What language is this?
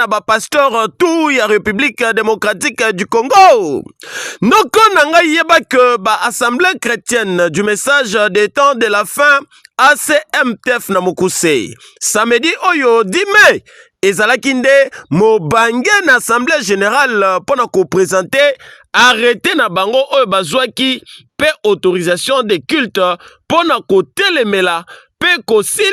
Lingala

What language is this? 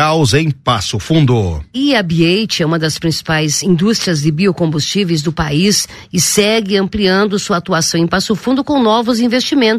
Portuguese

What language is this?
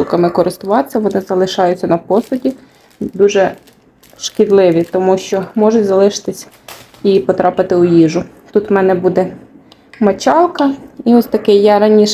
Ukrainian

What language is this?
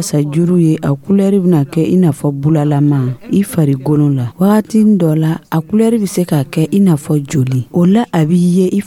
Dyula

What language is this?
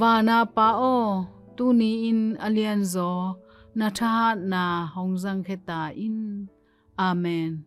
Tedim Chin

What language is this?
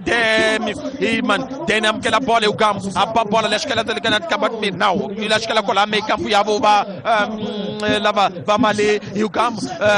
Tsonga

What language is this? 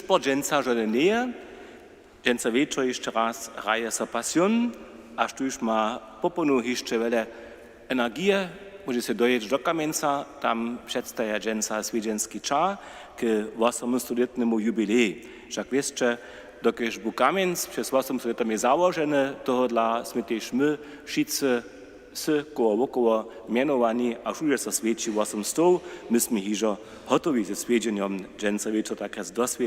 Upper Sorbian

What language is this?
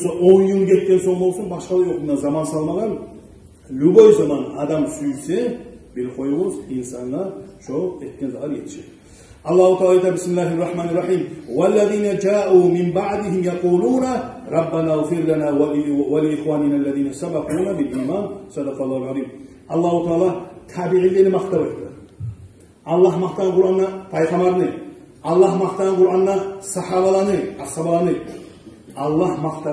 Kumyk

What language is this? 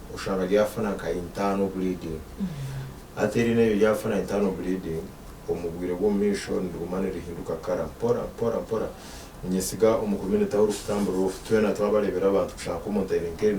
Nyankole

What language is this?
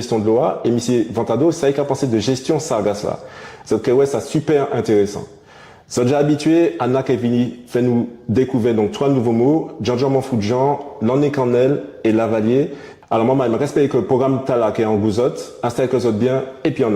Guadeloupean Creole French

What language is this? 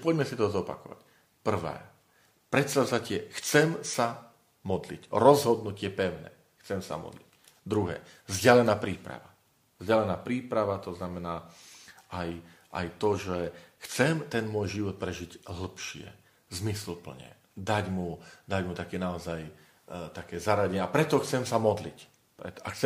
Slovak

